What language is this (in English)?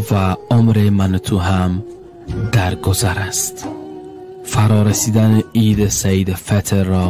Tajik